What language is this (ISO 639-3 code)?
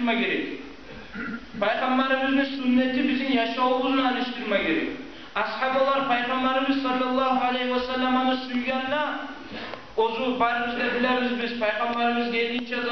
kum